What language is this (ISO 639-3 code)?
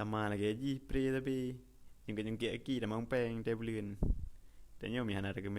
ace